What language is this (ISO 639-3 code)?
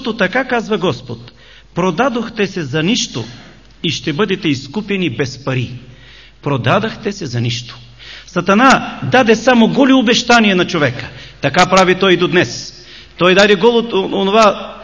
bul